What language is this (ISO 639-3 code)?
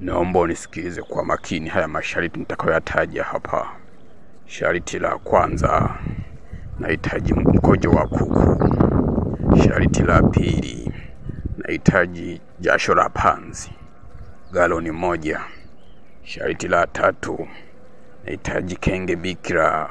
swa